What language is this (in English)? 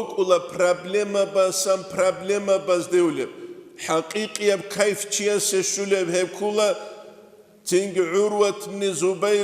Avaric